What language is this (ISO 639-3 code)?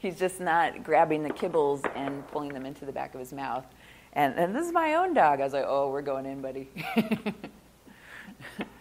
eng